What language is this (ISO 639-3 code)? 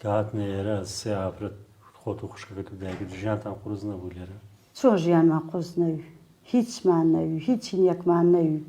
ckb